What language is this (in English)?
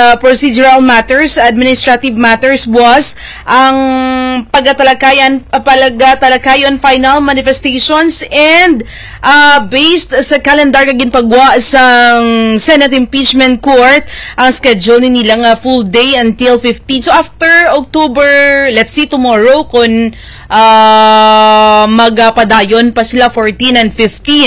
Hiligaynon